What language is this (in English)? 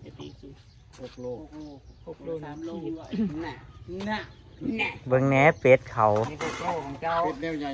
Northeastern Thai